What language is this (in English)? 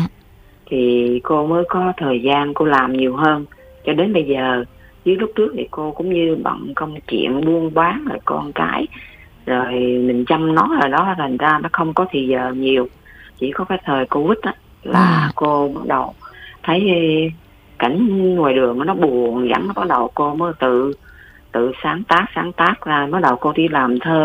Vietnamese